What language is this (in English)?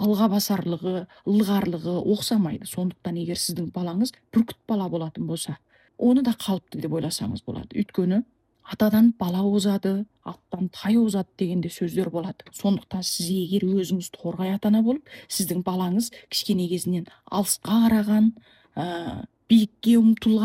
Kazakh